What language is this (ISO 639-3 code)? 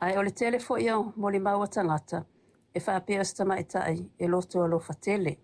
smo